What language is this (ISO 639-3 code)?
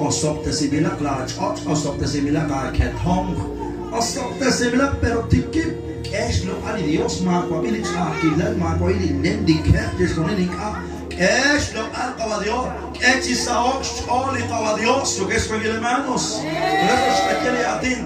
kek